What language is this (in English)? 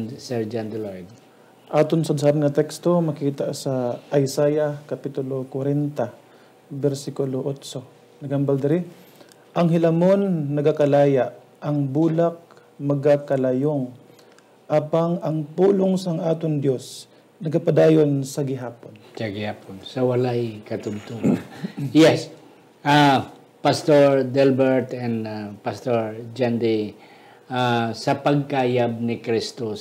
Hiligaynon